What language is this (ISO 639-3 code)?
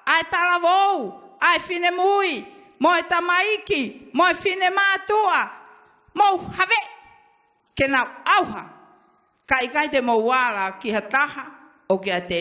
ton